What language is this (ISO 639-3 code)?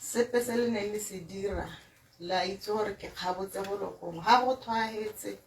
tsn